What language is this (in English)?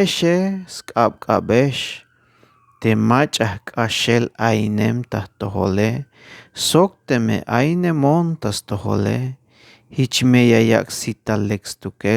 Tzeltal